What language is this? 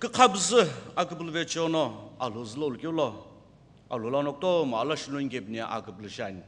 Sumi Naga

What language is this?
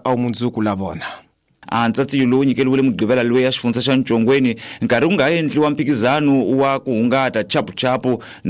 Tsonga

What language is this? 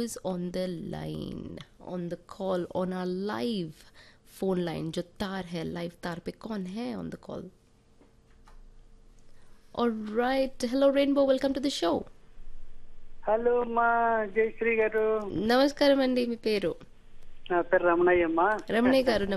Telugu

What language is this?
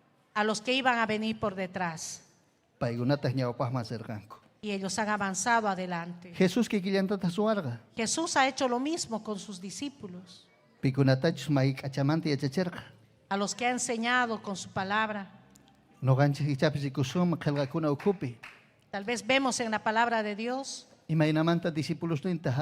Ayacucho Quechua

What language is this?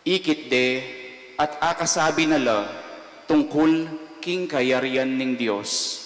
Pampanga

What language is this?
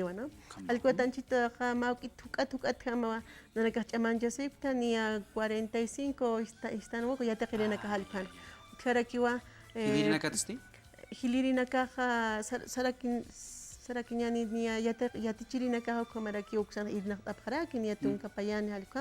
Aymara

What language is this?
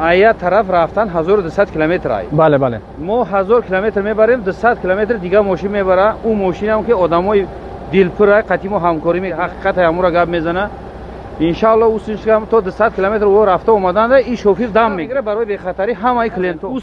Tajik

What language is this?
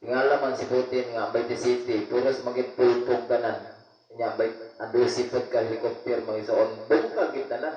Cebuano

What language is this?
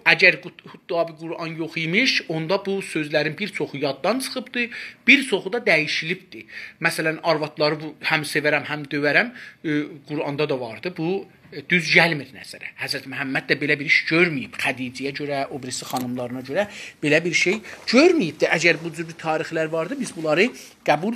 South Azerbaijani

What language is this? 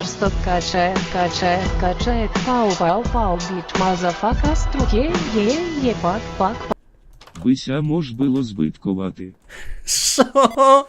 Rusyn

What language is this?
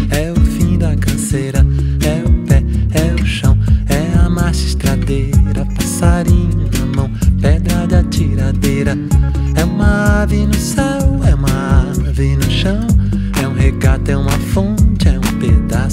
Portuguese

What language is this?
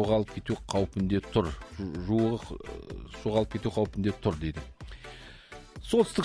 Kazakh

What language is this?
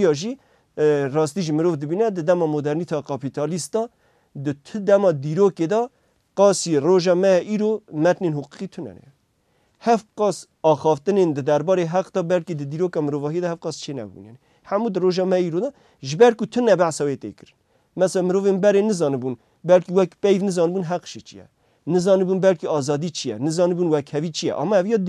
Kurdish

